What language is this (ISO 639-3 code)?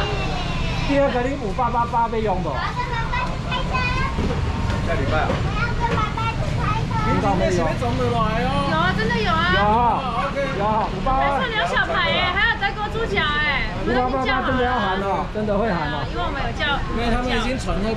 zho